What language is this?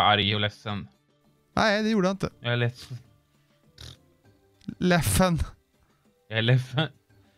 Swedish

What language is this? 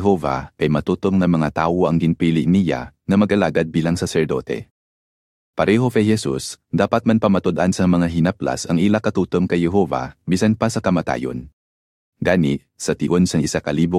Hiligaynon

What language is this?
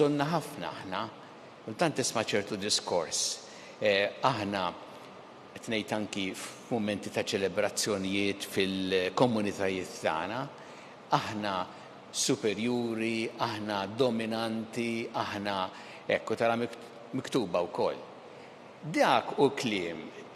Maltese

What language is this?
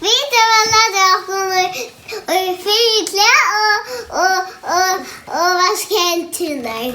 Faroese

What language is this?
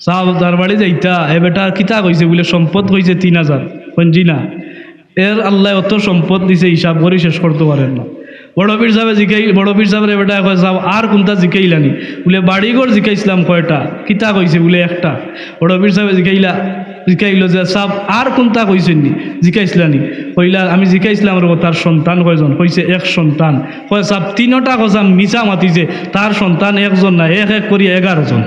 Sylheti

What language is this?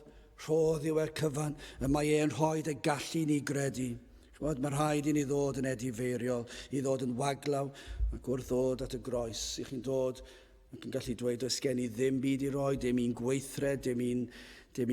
Welsh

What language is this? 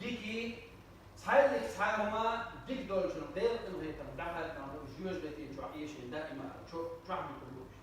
Chechen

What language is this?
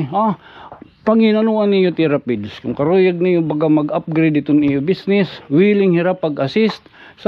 Waray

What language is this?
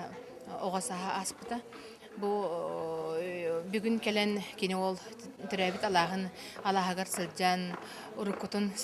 Yakut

